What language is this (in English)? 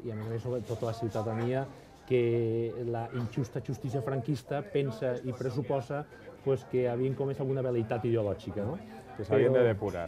Catalan